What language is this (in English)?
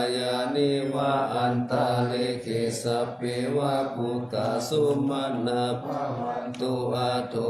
Pali